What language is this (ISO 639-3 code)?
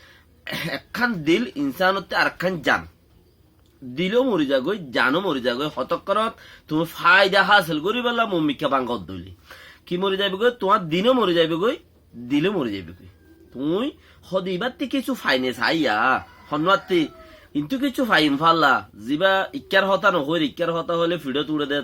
rhg